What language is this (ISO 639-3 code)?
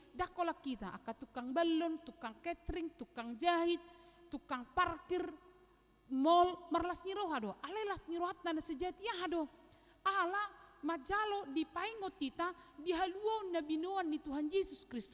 bbc